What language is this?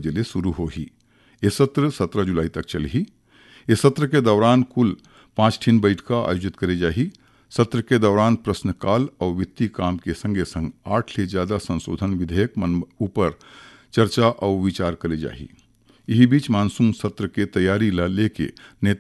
Chhattisgarhi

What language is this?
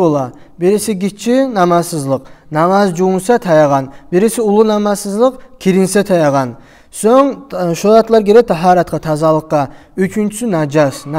Kumyk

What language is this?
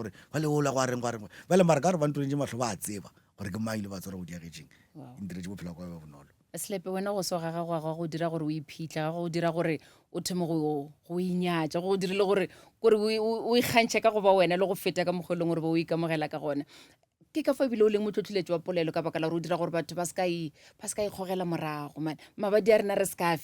Northern Sotho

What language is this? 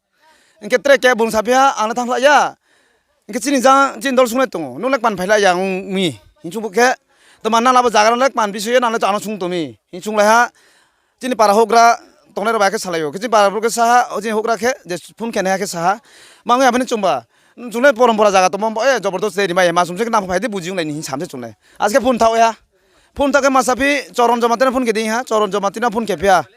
Riang (India)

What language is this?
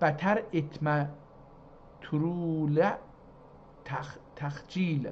South Azerbaijani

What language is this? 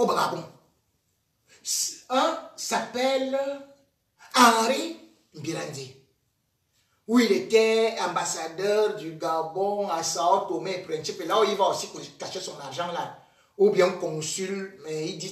French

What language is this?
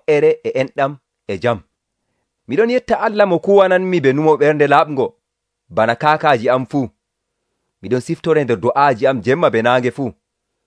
Nigerian Fulfulde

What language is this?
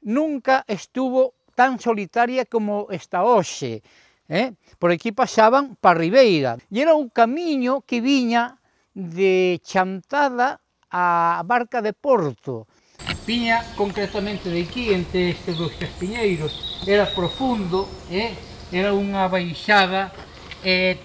Galician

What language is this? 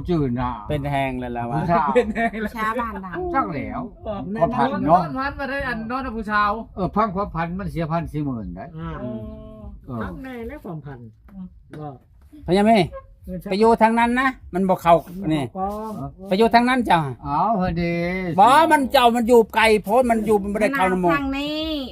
Lao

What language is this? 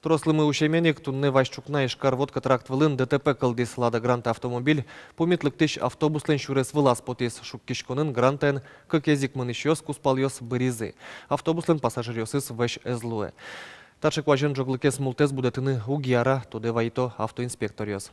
Udmurt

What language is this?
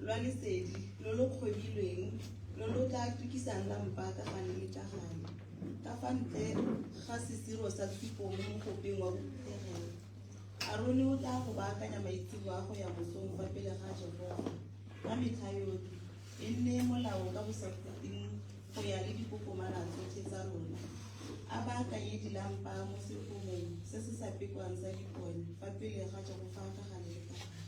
Tswana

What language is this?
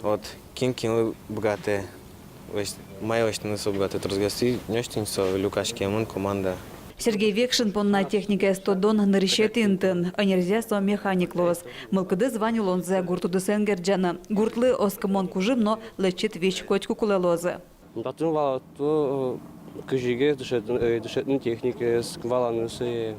Udmurt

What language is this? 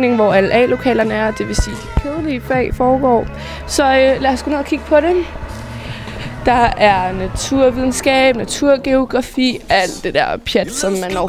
Danish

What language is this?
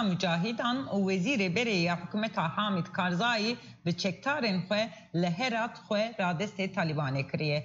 Kurdish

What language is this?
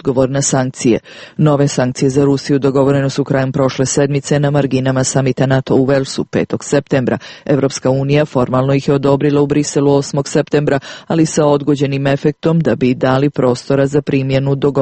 Serbian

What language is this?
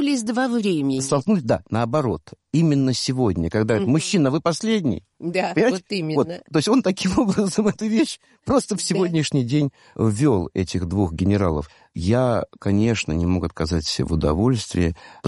Russian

